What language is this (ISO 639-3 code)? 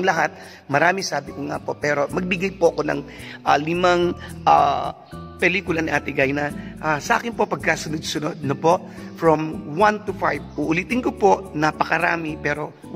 fil